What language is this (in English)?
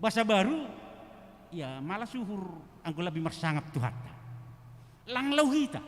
Batak Simalungun